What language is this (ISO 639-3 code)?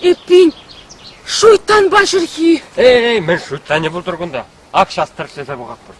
chv